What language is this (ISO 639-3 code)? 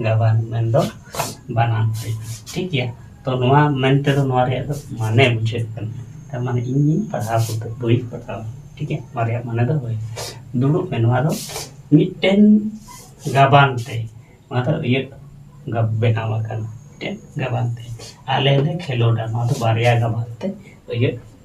sat